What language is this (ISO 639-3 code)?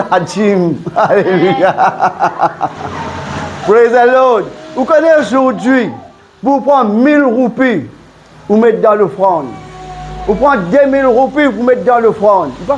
mfe